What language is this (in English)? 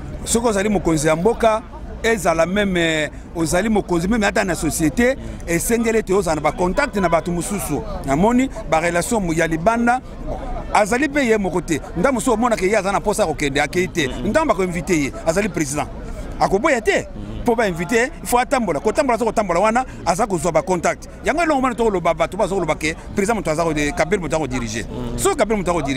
Lingala